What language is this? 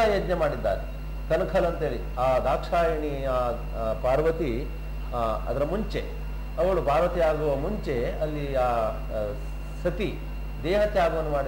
Kannada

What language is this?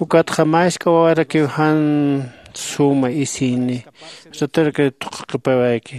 Aymara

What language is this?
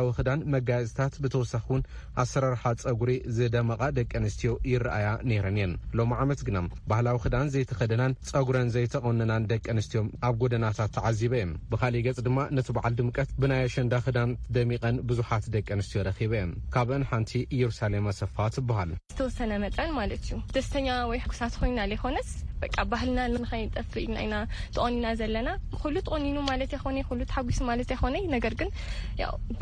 Tigrinya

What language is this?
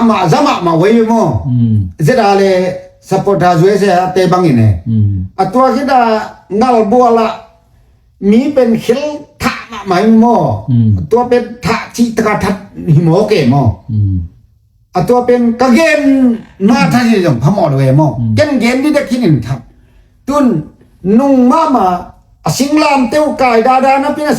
Tedim Chin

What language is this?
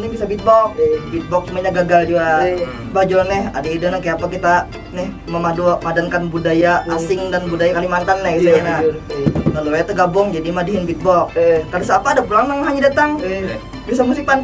Banjar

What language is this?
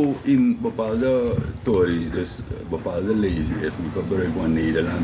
Sranan Tongo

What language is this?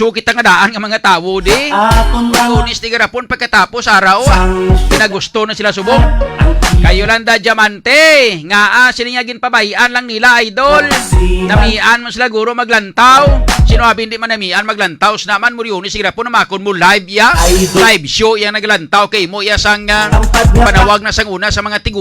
Hiligaynon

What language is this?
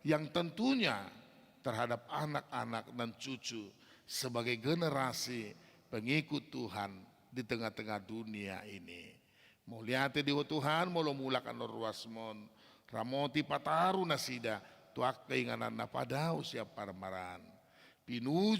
Batak Toba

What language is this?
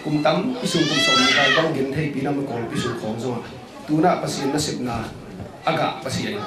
Tedim Chin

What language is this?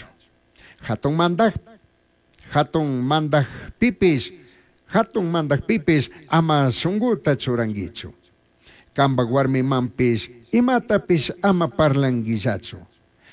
Chimborazo Highland Quichua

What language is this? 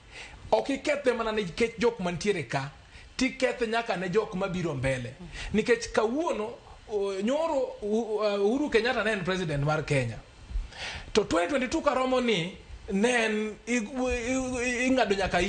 Luo (Kenya and Tanzania)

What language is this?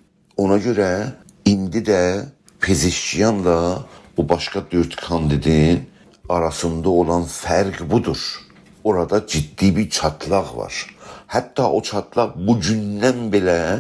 South Azerbaijani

